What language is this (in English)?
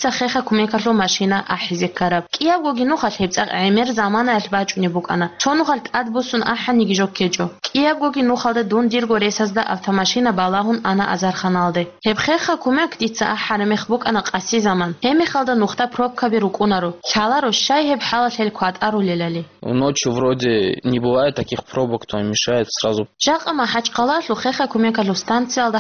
Avaric